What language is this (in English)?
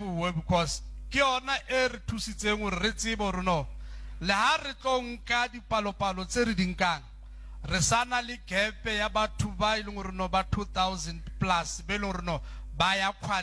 Southern Sotho